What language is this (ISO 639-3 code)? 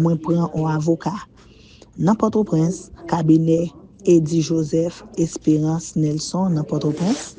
hat